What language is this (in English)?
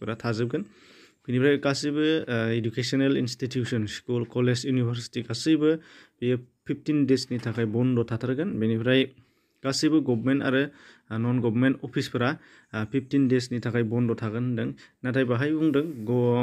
Bodo